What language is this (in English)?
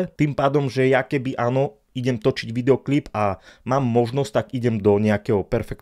Slovak